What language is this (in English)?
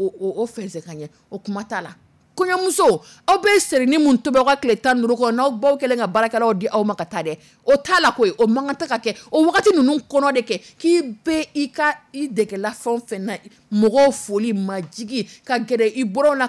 Dyula